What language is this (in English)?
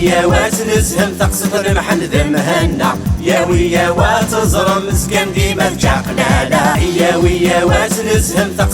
Kabyle